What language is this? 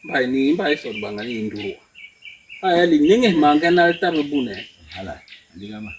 Basaa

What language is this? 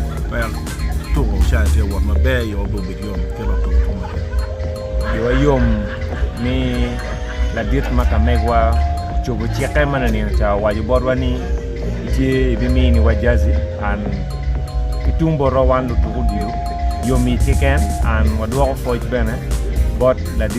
Acoli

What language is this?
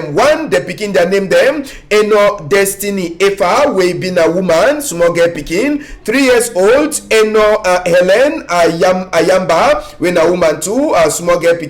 Cameroon Pidgin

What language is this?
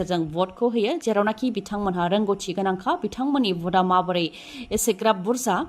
Bodo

